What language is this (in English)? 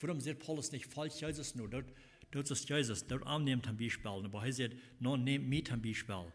Plautdietsch